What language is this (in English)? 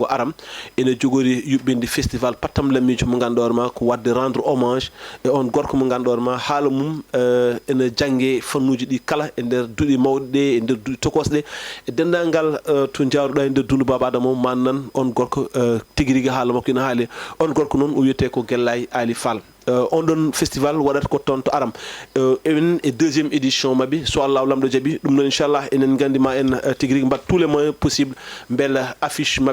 Fula